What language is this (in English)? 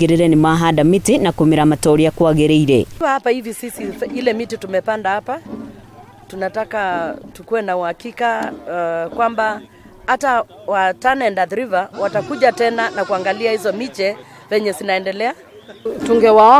Kikuyu